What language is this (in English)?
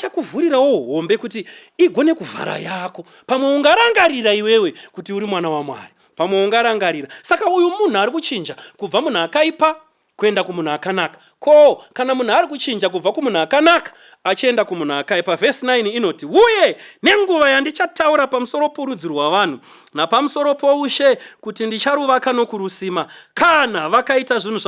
Shona